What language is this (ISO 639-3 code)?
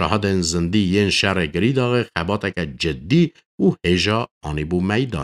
kur